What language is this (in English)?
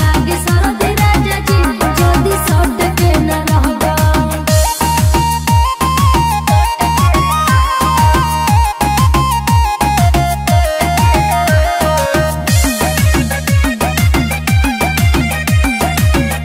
Bhojpuri